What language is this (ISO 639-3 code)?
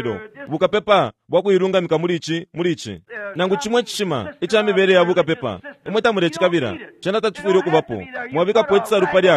bem